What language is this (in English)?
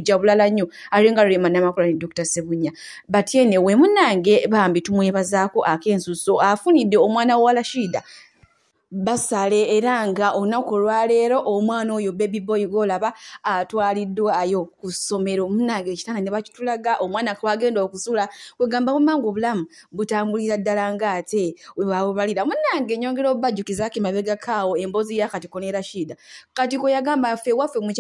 Ganda